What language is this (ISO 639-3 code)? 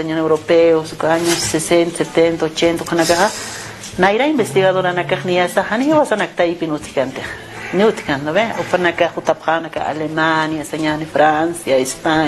aym